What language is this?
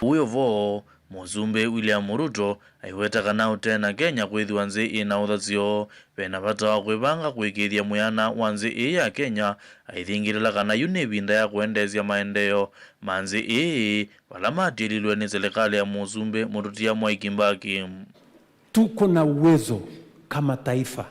Kamba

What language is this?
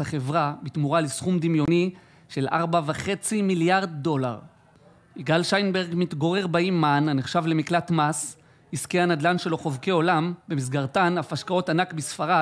Hebrew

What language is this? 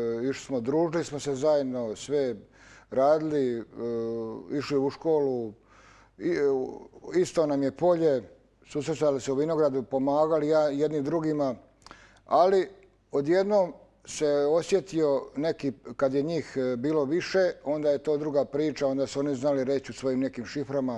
Croatian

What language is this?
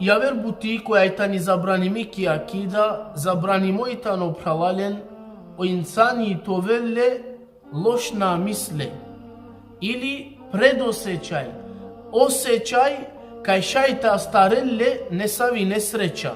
Balkan Romani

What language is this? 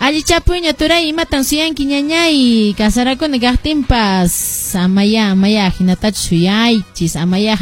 Quechua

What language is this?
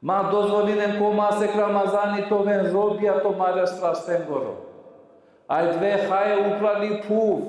Balkan Romani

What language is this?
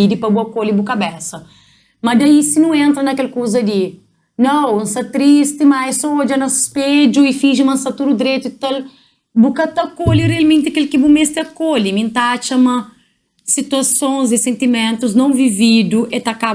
Kabuverdianu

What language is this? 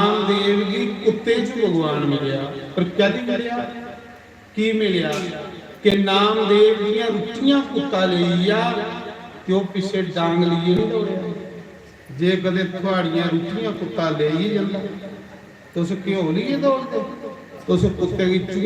Dogri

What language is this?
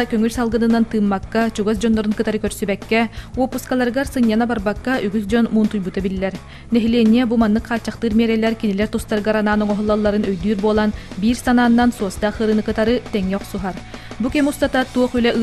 Yakut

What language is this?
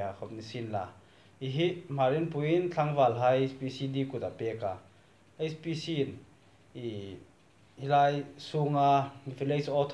Hmar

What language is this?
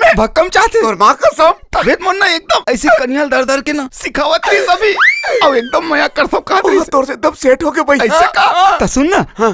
Chhattisgarhi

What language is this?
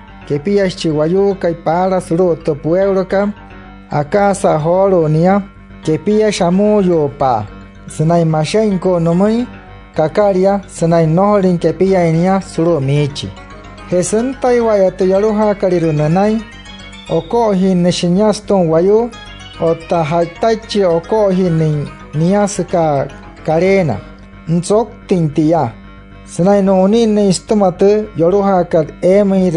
Wayuu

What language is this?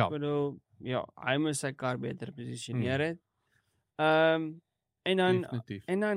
Afrikaans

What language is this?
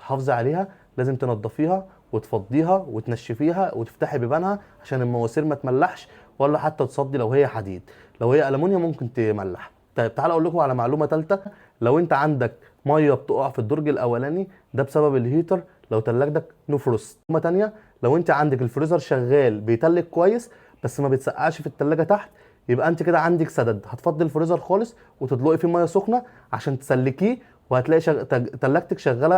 Egyptian Arabic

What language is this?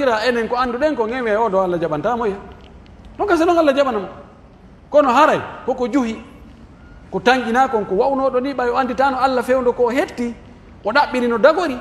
Pular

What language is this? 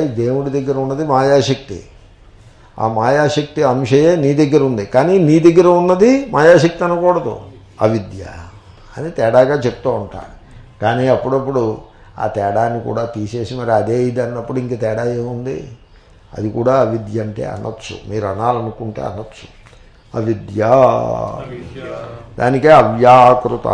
Telugu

